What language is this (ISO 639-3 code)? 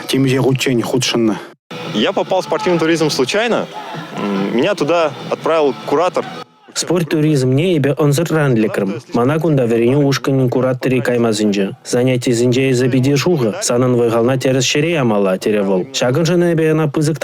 chv